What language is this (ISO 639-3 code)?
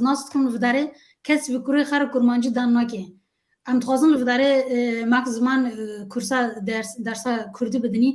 kur